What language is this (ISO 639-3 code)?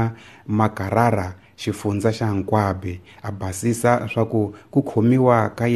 tso